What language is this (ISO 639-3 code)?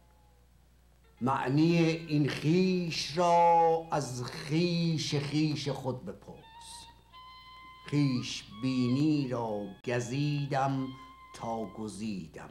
fas